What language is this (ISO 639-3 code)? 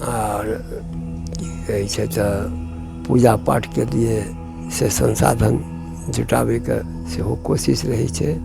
mai